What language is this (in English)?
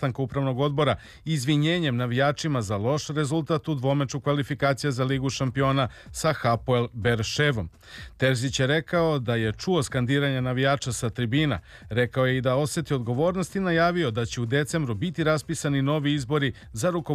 Serbian